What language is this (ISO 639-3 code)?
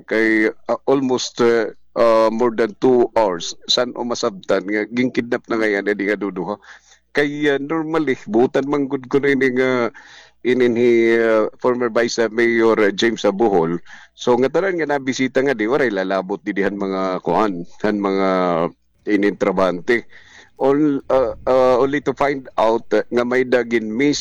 war